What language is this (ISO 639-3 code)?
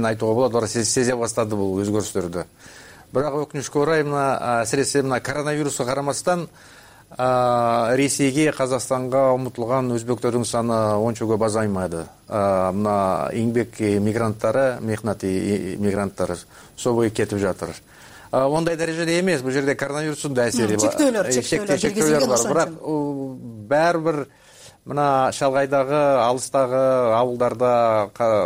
kir